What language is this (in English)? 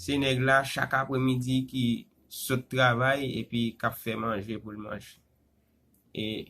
Haitian Creole